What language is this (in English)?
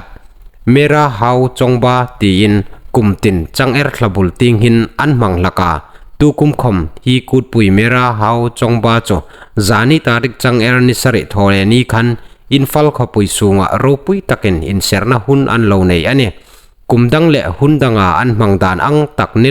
Hmar